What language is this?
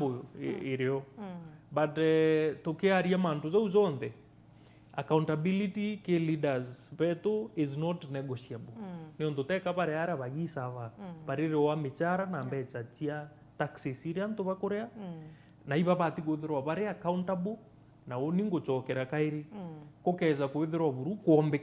Meru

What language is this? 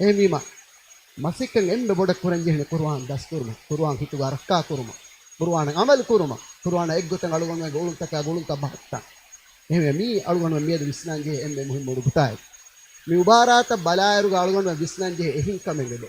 Divehi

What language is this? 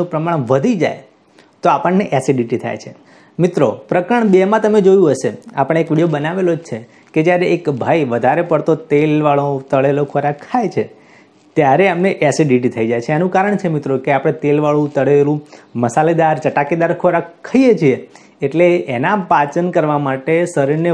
Gujarati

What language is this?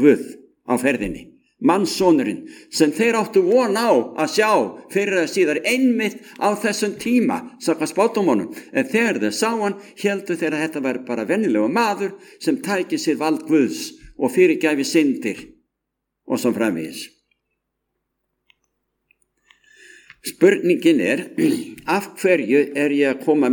Icelandic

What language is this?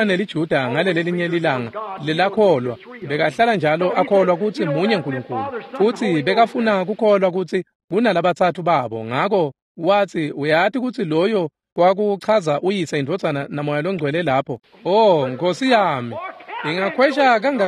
Swati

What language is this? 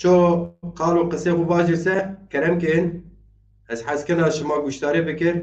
Zaza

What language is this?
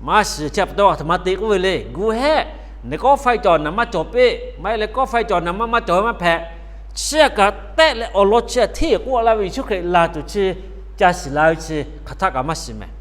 Lahu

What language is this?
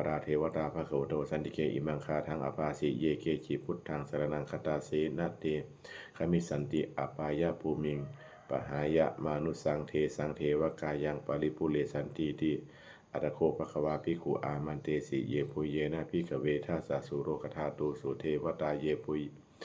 Pali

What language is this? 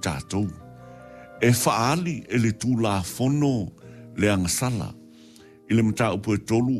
Samoan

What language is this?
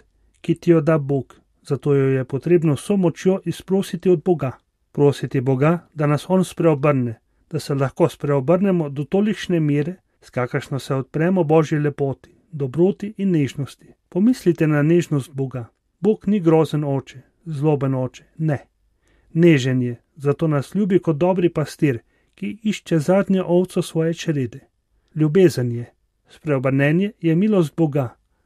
Slovenian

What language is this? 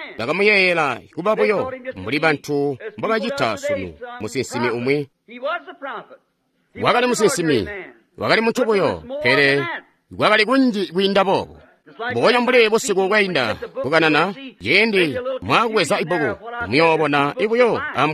Tonga (Zambia)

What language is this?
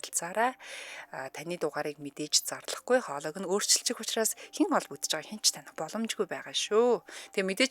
Mongolian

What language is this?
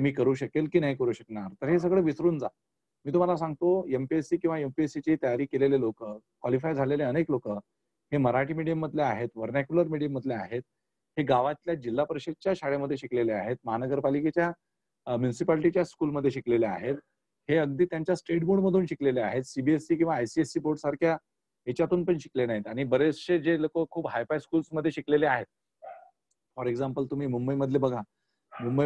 Marathi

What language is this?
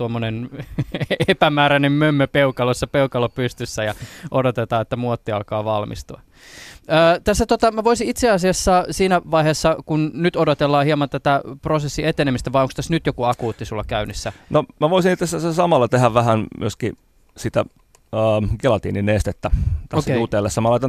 Finnish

